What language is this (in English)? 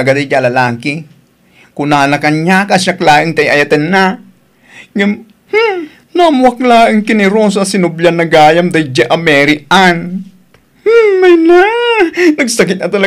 Iloko